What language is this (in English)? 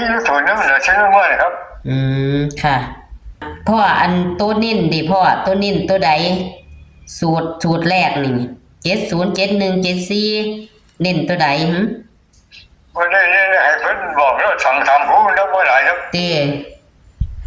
Northeastern Thai